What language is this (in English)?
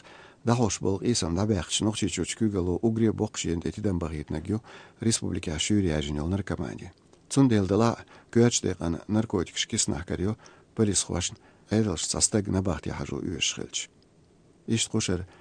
Chechen